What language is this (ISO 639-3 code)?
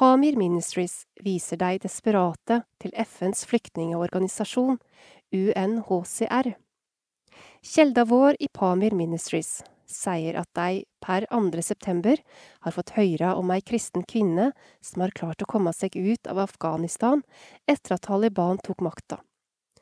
nor